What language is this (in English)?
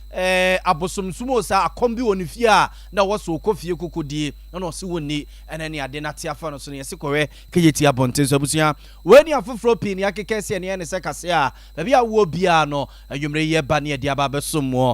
Akan